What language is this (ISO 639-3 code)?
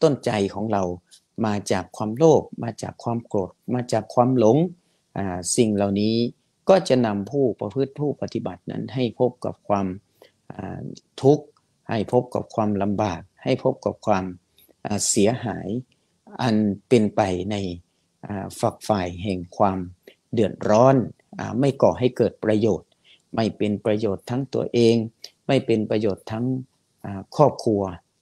tha